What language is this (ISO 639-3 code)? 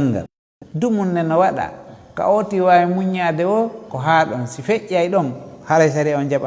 ful